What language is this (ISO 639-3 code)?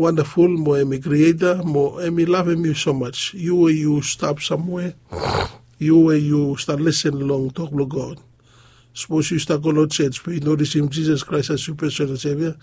bis